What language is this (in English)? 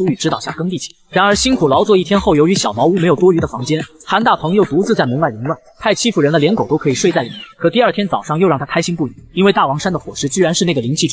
Chinese